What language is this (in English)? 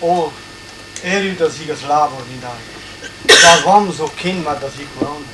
Breton